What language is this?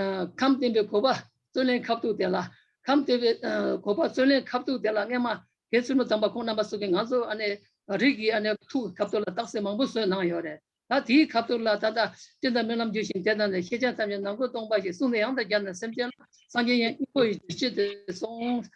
Tibetan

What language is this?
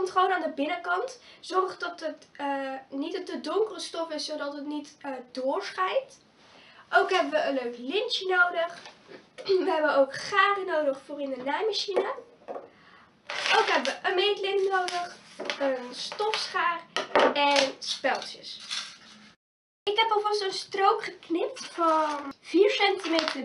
Dutch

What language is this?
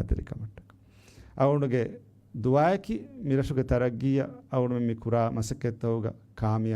Divehi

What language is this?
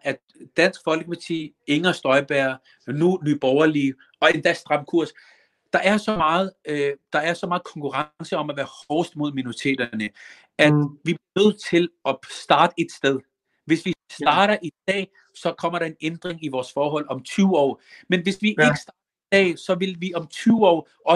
Danish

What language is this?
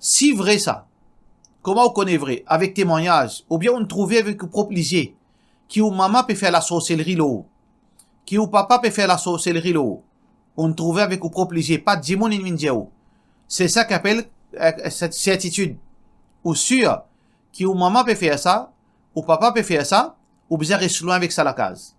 Morisyen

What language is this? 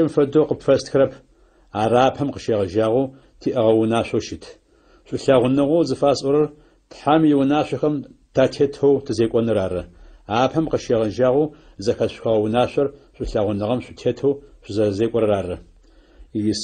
Adyghe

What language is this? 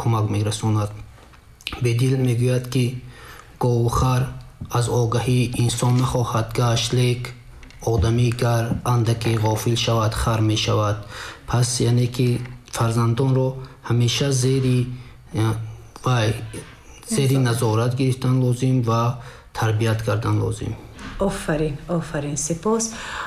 Tajik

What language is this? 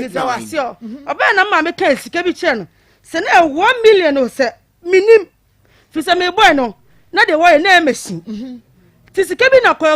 Akan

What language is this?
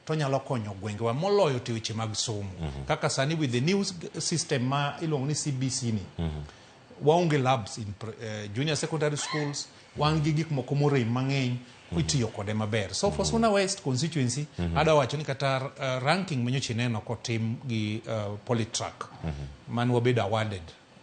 Luo (Kenya and Tanzania)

